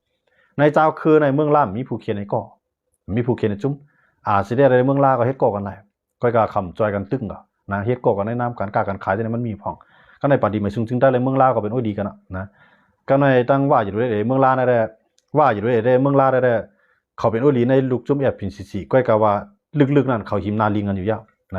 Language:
Shan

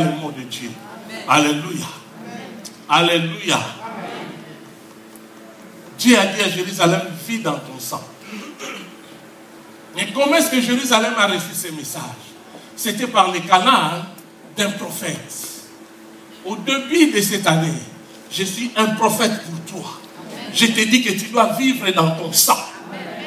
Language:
French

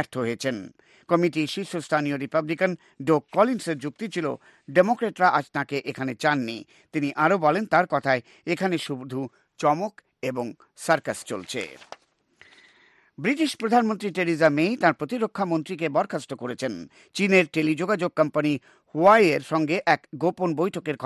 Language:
Bangla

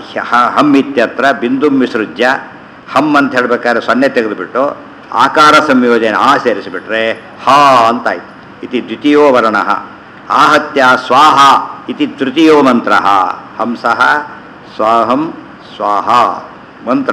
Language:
Kannada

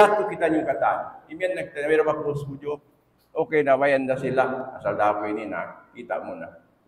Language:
Tausug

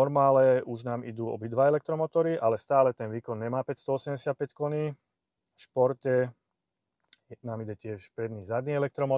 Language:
Slovak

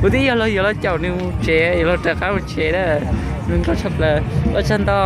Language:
Hmong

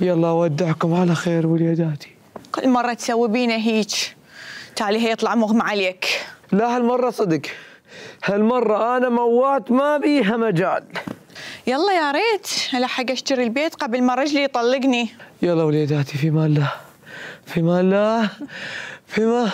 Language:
Mesopotamian Arabic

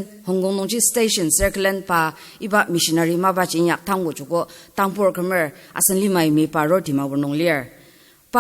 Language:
Ao Naga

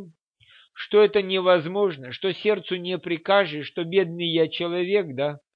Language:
Russian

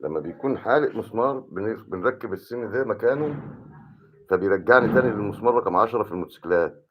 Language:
Egyptian Arabic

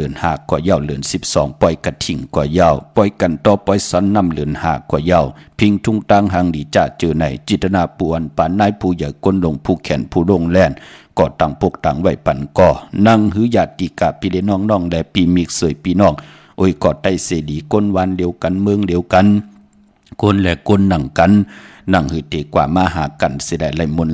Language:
Shan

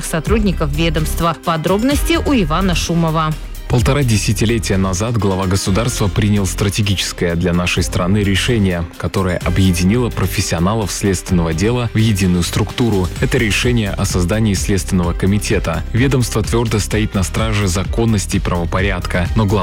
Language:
Russian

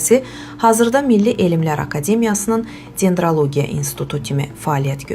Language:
Azerbaijani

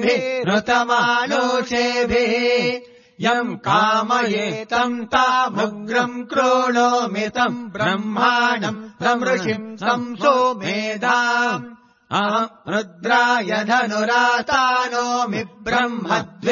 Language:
Sanskrit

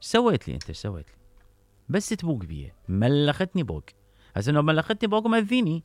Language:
Mesopotamian Arabic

